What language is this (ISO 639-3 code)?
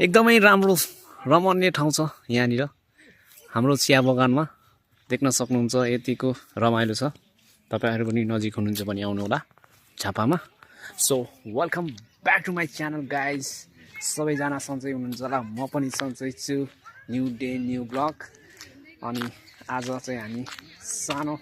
nep